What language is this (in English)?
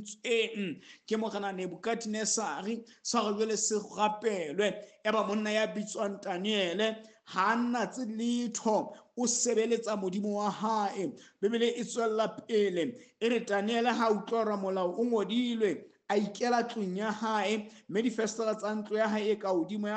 Southern Sotho